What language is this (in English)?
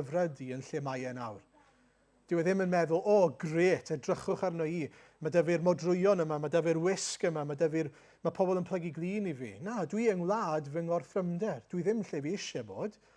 Welsh